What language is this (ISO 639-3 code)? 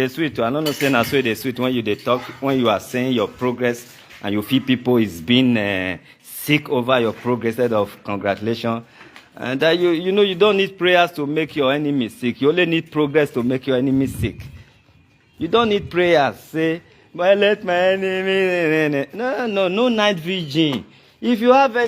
pcm